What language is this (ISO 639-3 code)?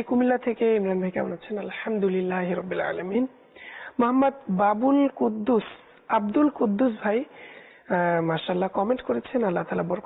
ben